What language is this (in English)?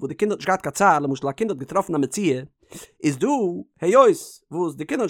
Yiddish